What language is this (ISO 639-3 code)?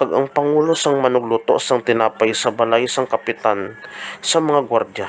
hil